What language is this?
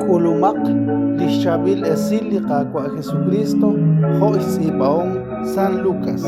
Kekchí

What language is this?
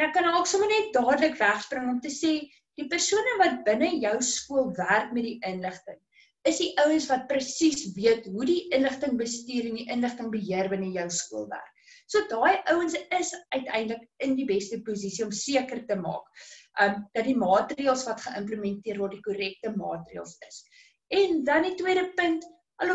Afrikaans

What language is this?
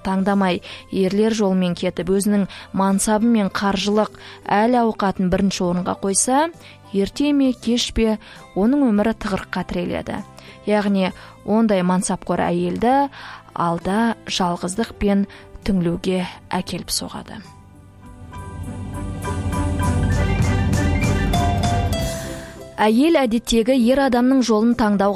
Kazakh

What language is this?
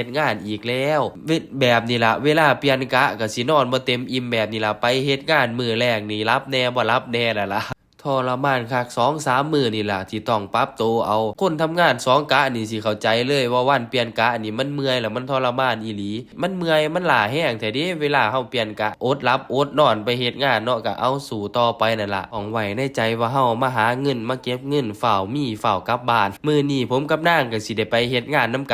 Northeastern Thai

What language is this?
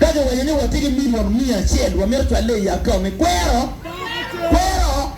Acoli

